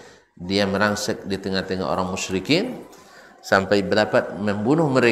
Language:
Malay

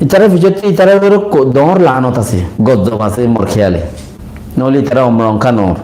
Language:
Rohingya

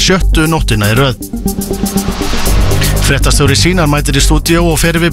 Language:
Icelandic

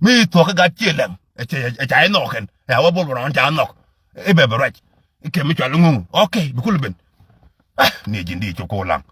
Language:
Nuer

